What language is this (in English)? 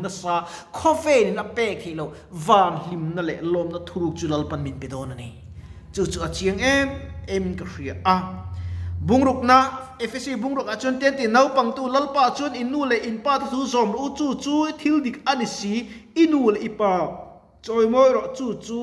Mizo